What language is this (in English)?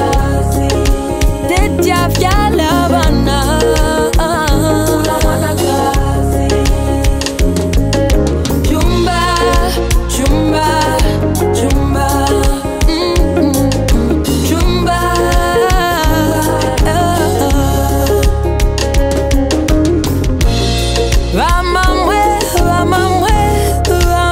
Bemba